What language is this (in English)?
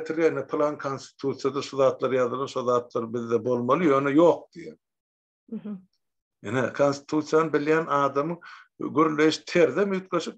Turkmen